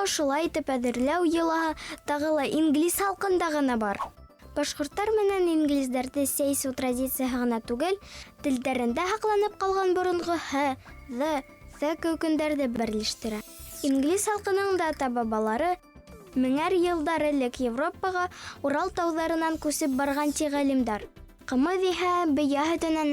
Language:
Bashkir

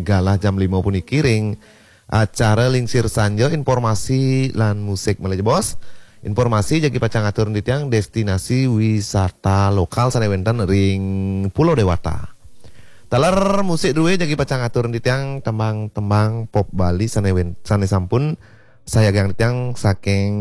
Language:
Balinese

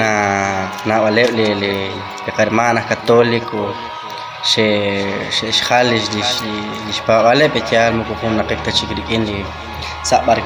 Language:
Kekchí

